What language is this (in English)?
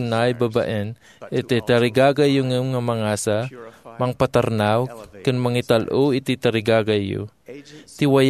Iloko